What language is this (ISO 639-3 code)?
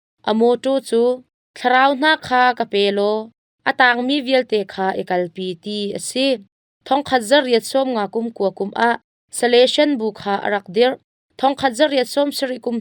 cnh